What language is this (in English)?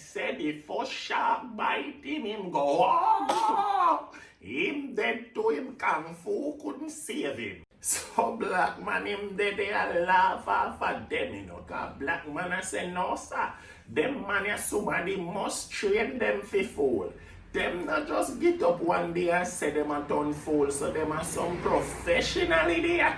Jamaican Creole English